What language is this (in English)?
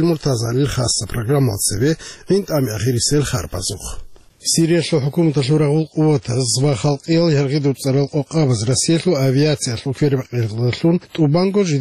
Avaric